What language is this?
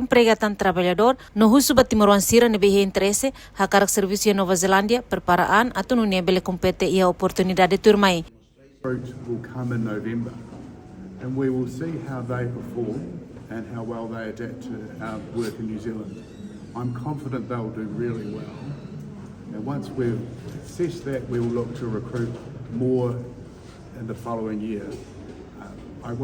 Tetum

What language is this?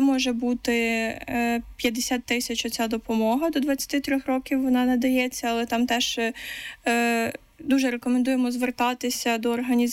Ukrainian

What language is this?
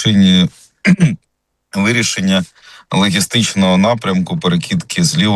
Ukrainian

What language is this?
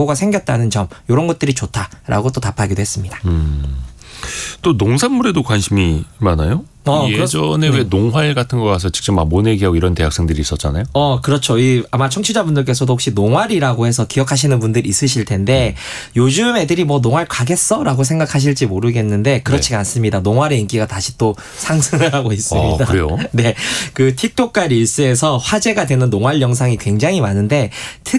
Korean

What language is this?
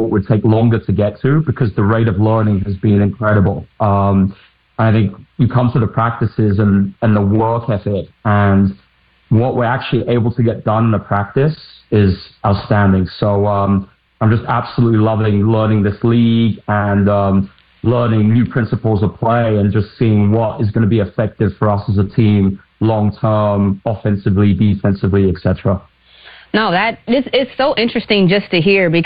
English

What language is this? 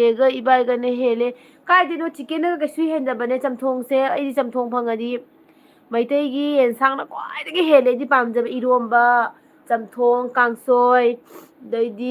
Manipuri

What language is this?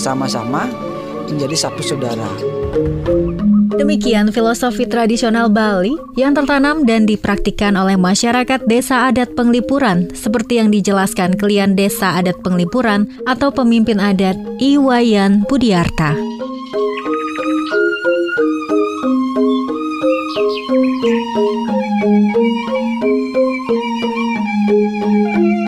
Indonesian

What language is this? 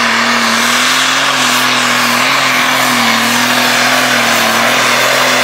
Danish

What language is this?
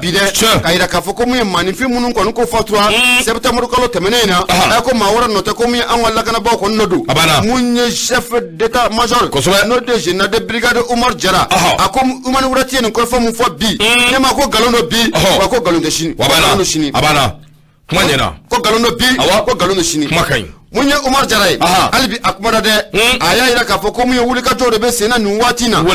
Bambara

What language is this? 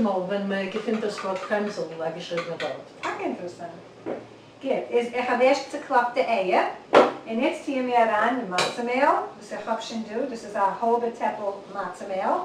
Yiddish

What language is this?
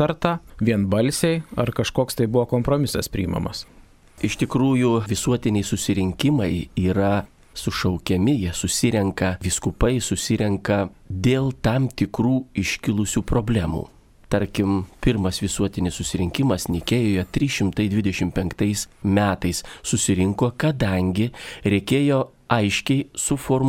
Lithuanian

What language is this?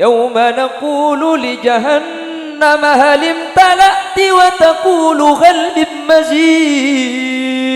Madurese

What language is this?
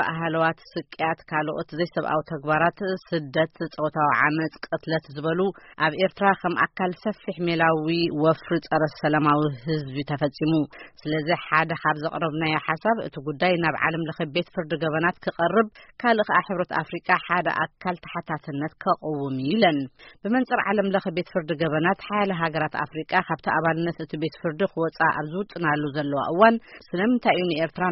Tigrinya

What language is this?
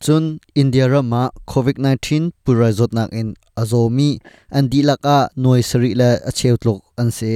Hakha Chin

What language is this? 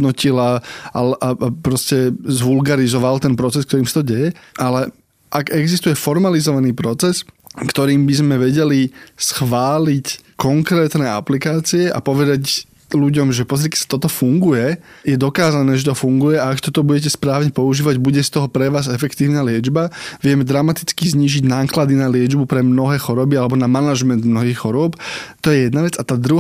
Slovak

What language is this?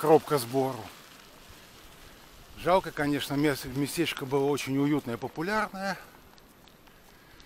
Russian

